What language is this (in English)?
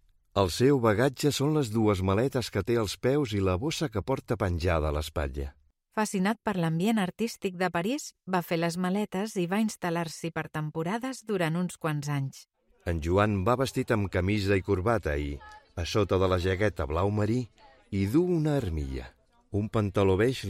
Catalan